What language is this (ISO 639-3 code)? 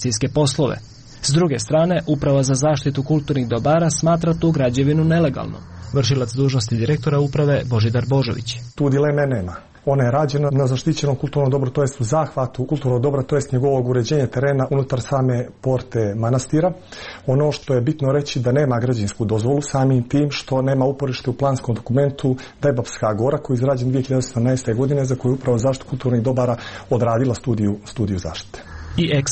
srp